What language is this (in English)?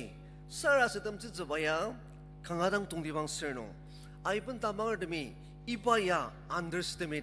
Ao Naga